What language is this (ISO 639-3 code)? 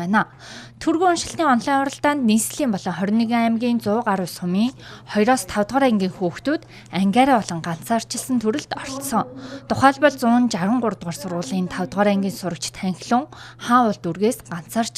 mon